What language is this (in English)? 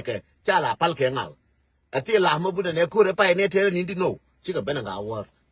Nuer